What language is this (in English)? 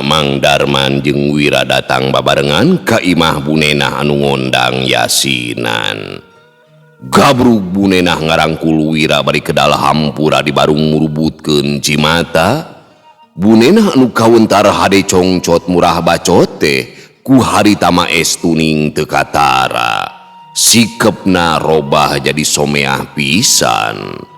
Sundanese